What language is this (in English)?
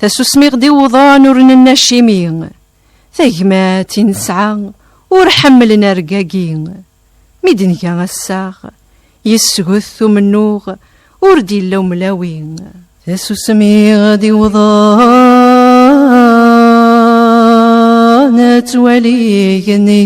Kabyle